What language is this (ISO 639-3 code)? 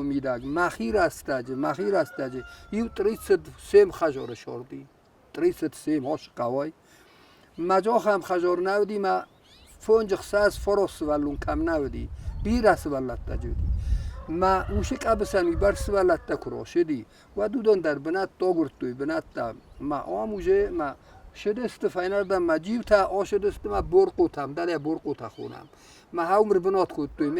oss